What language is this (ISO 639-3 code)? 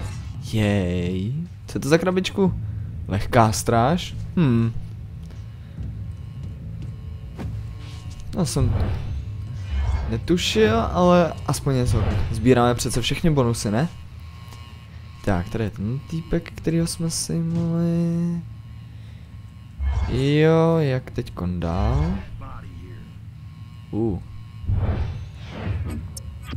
ces